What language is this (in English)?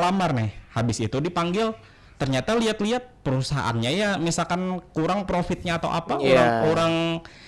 Banjar